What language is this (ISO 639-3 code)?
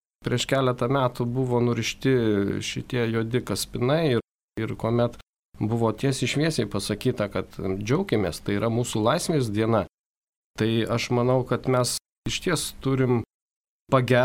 lit